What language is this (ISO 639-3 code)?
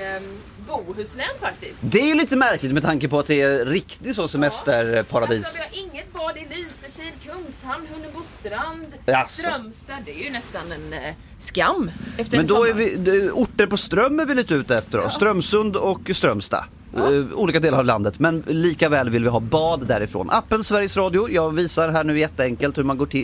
swe